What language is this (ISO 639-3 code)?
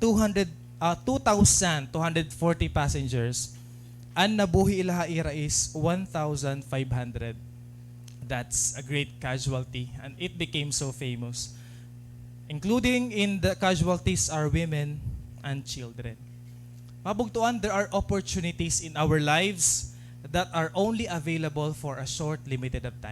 war